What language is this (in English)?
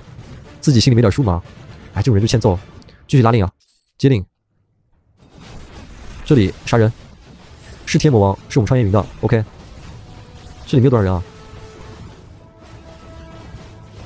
Chinese